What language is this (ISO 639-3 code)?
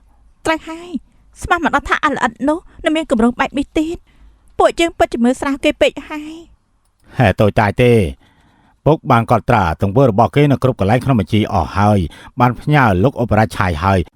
khm